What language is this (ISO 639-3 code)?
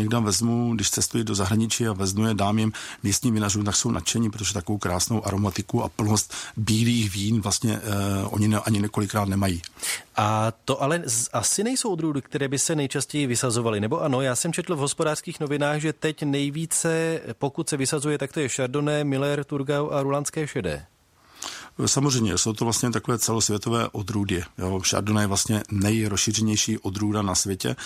ces